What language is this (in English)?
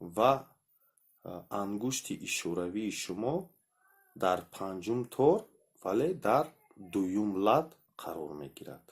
Tajik